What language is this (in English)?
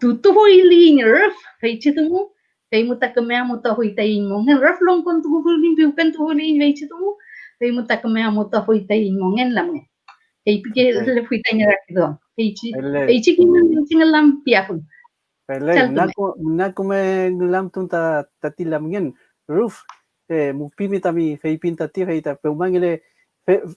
Mapuche